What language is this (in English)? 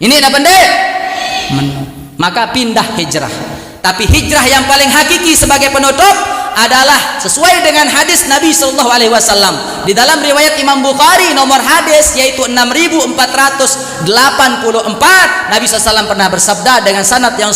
Sasak